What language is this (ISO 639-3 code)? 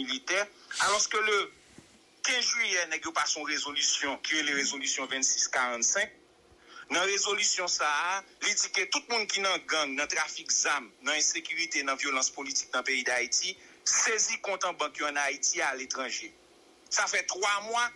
hat